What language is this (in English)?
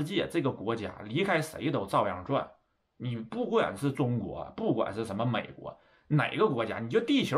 Chinese